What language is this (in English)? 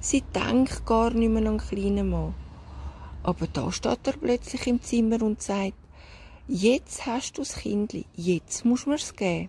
Swiss German